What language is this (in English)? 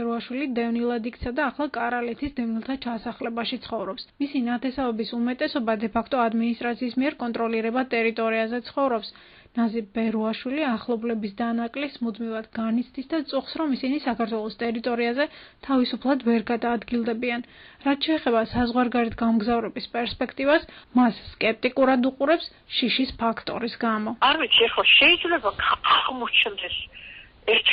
Georgian